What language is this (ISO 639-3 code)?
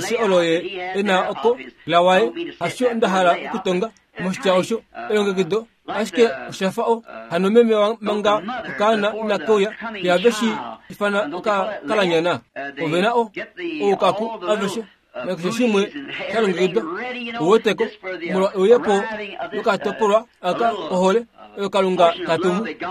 kua